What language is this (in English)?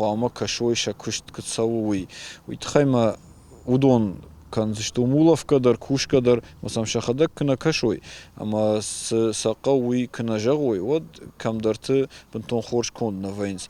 Ossetic